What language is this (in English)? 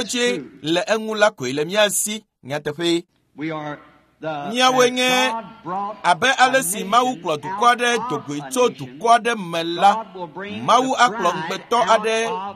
Ewe